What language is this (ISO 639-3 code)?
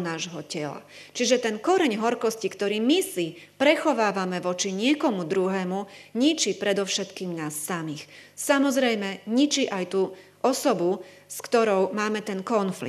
slk